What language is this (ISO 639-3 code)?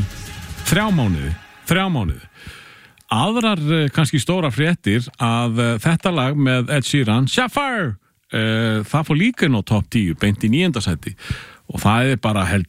isl